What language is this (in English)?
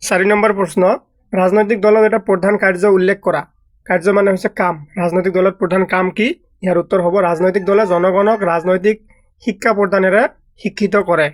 Assamese